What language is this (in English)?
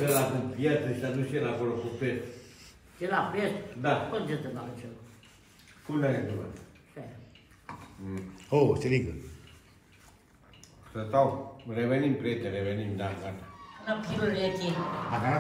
Romanian